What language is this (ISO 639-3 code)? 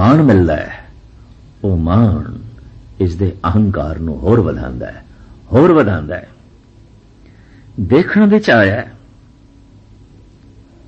pan